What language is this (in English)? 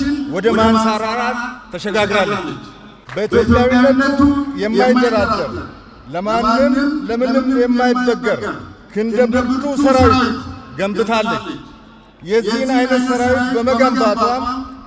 Amharic